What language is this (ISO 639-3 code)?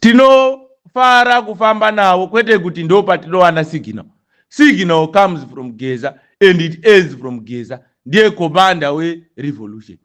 sna